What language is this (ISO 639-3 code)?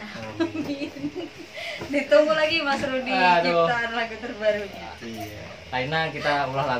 bjn